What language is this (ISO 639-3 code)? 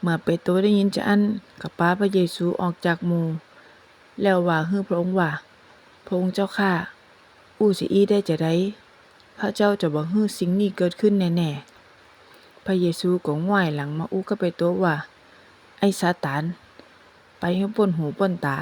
nod